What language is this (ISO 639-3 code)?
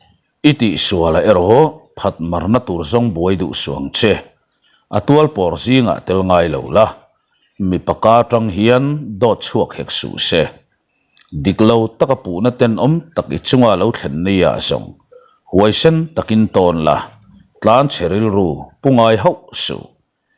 lus